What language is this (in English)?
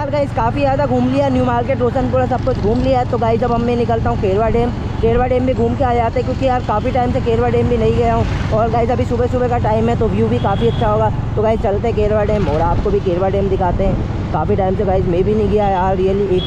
Hindi